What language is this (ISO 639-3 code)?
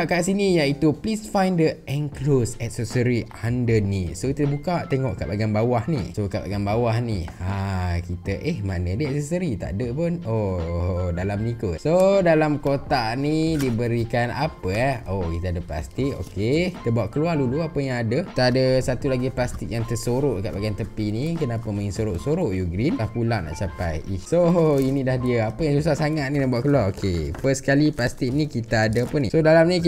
msa